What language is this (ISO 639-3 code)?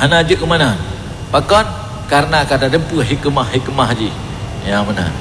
ace